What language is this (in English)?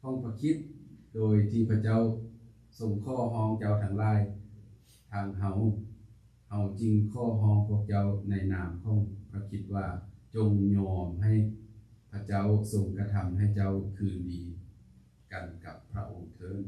Lao